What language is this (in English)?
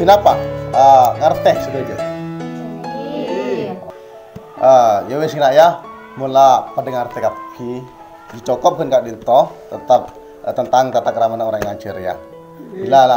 Madurese